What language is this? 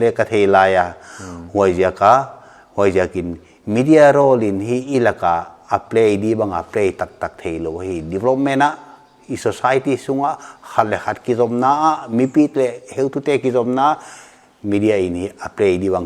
Paite Chin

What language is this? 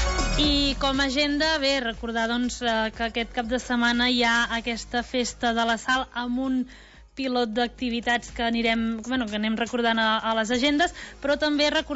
Catalan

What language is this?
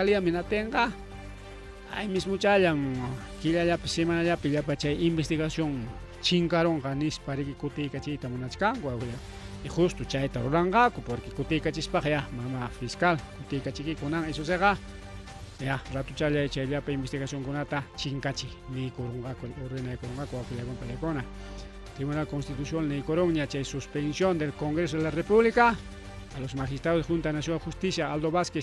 Ayacucho Quechua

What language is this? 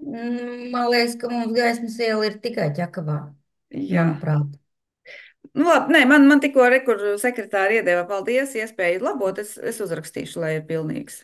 Latvian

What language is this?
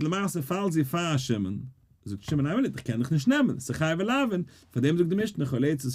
Yiddish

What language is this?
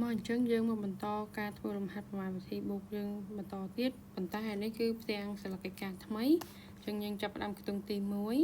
Khmer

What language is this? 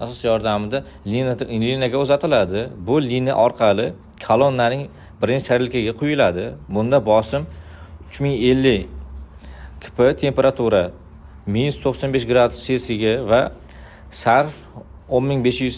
Uzbek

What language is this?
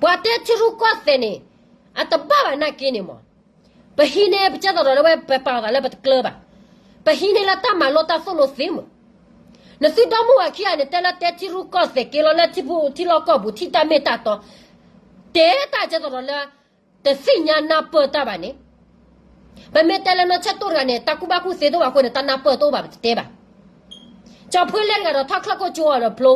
S'gaw Karen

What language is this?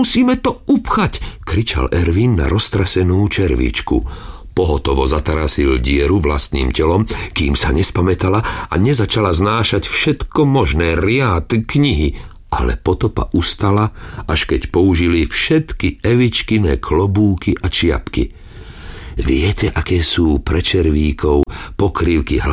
Slovak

